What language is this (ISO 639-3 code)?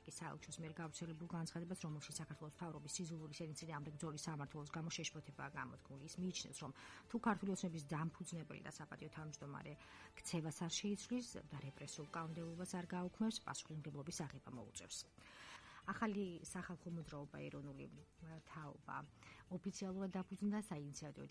kat